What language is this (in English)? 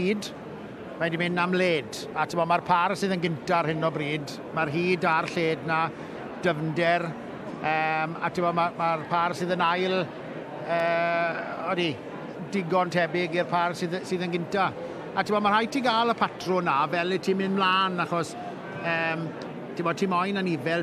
Welsh